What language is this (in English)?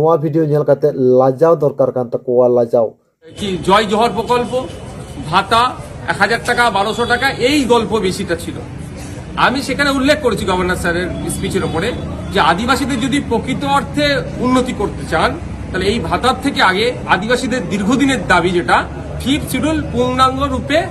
Santali